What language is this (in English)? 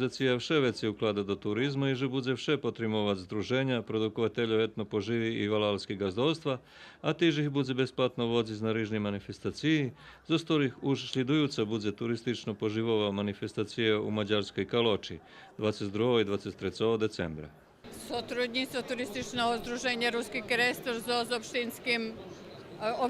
Rusyn